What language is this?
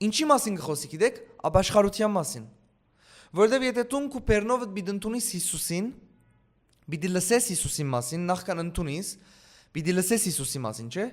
Western Armenian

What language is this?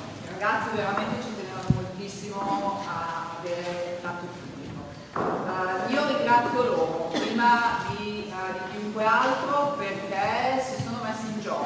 Italian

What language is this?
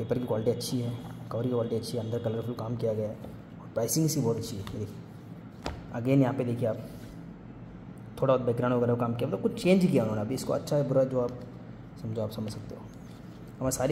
Hindi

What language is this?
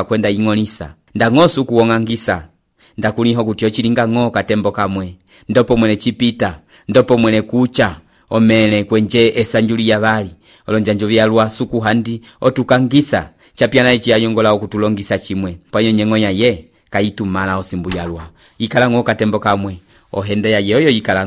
Umbundu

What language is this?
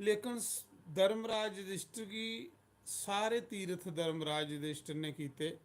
Dogri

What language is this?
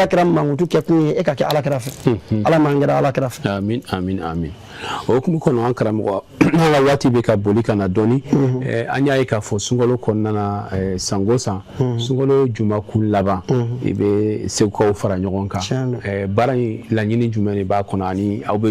Bambara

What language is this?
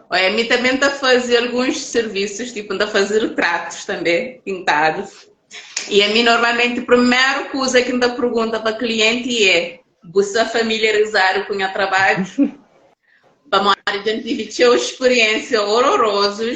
Kabuverdianu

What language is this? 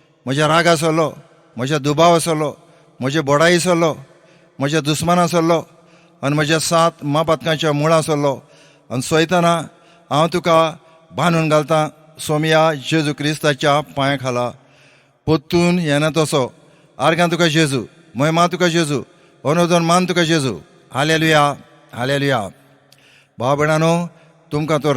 Konkani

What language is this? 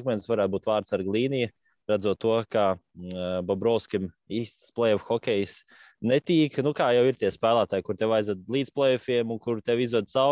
Latvian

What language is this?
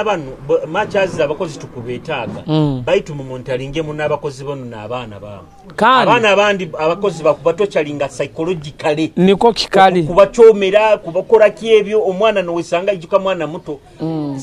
Nyoro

